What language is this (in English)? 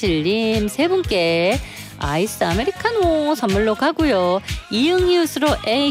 Korean